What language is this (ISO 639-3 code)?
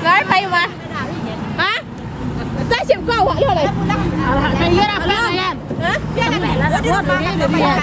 min